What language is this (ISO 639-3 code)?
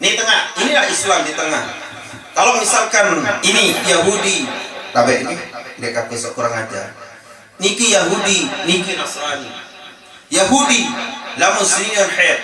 sas